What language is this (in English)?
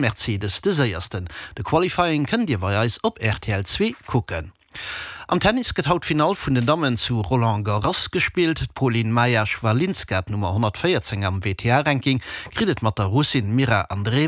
Luxembourgish